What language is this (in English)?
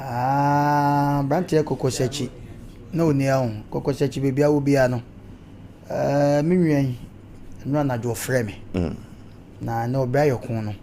Akan